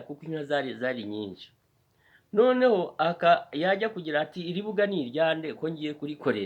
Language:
Kinyarwanda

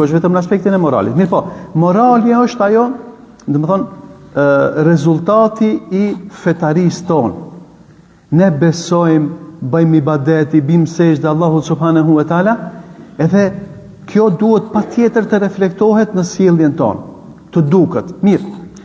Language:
Albanian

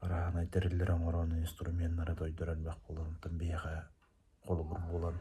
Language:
Yakut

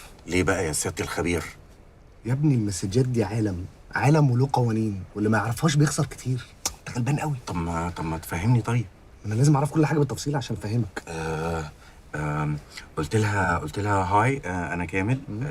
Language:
Egyptian Arabic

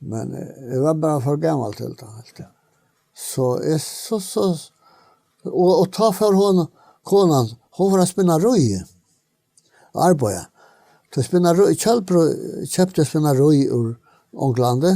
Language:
Faroese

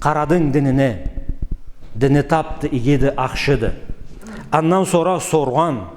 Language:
Karachay-Balkar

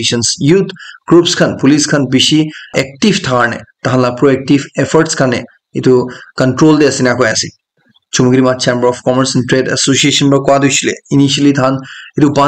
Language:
Naga Pidgin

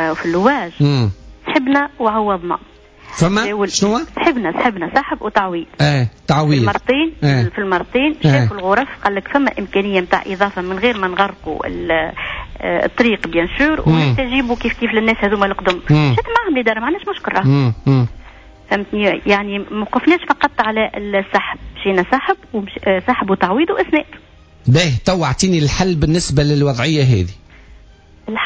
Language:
Tunisian Arabic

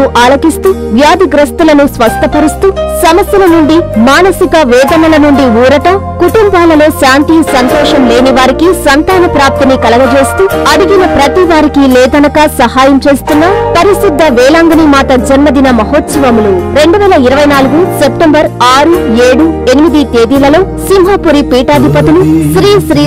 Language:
Telugu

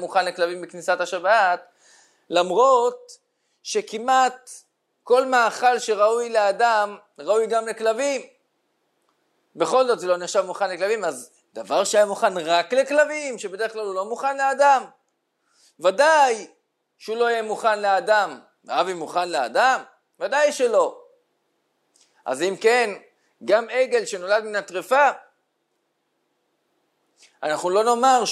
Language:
Hebrew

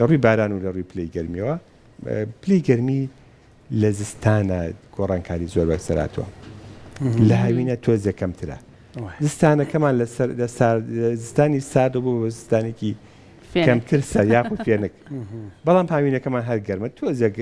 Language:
Central Kurdish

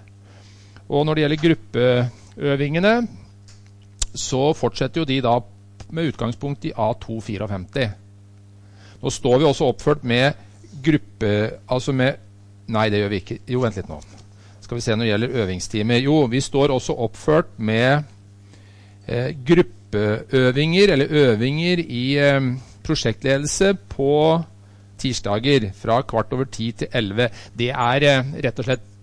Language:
Norwegian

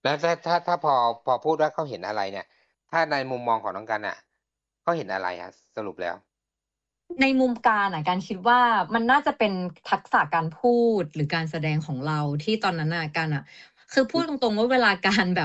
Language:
Thai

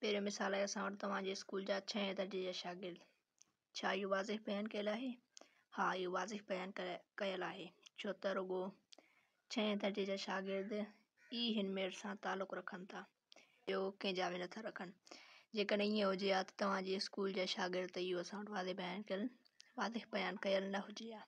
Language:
Sindhi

